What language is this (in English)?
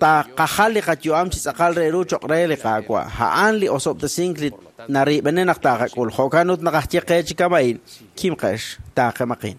Kekchí